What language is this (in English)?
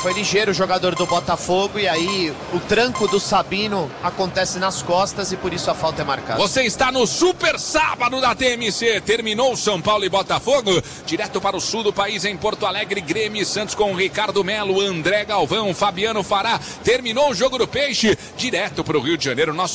Portuguese